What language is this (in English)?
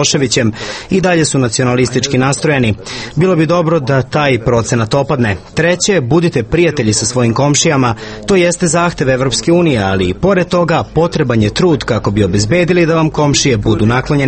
Serbian